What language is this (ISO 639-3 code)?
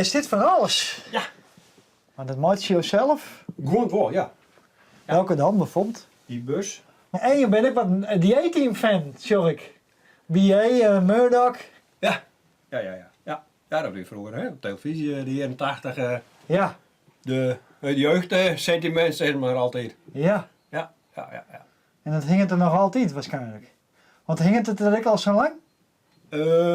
fry